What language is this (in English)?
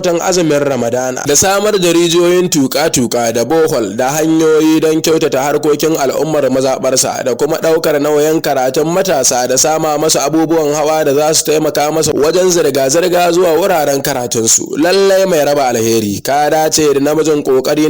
Hausa